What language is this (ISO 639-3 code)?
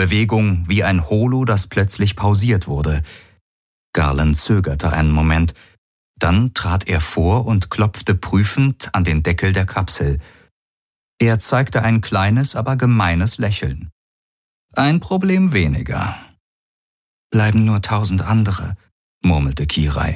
deu